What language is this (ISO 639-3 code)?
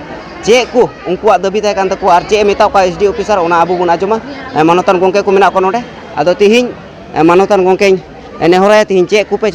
sat